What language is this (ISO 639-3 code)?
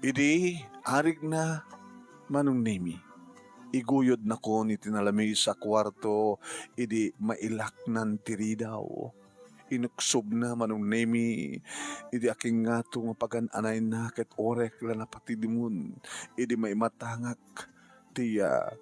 ilo